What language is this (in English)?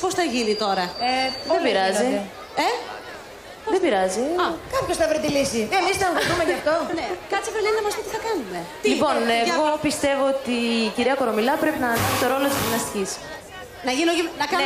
Greek